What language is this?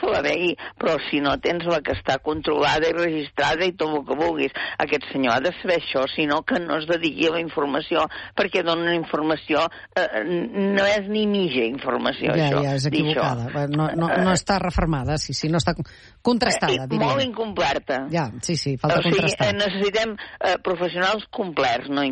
Catalan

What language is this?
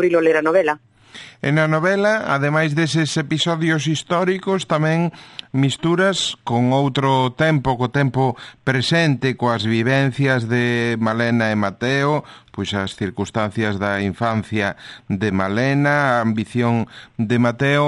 Galician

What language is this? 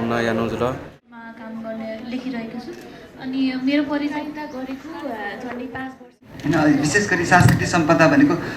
Newari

